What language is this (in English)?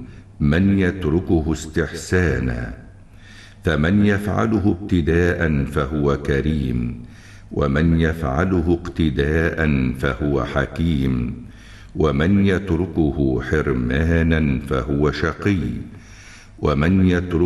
Arabic